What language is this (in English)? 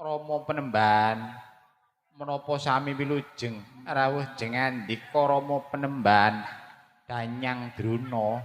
Javanese